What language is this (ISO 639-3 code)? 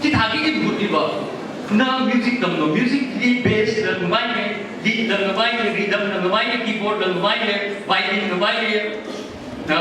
nmf